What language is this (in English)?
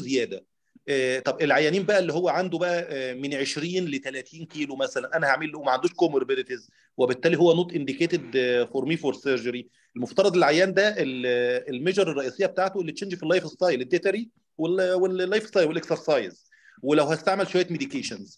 Egyptian Arabic